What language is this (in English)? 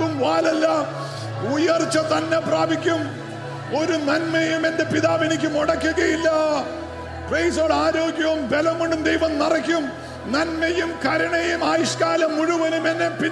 Malayalam